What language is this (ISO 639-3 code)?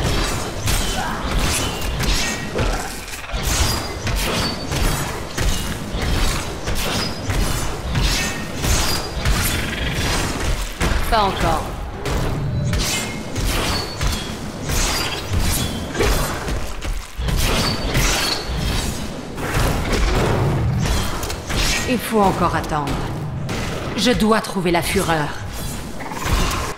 fra